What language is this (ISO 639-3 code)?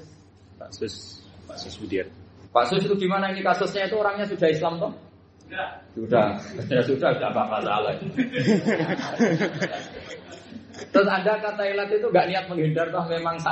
ind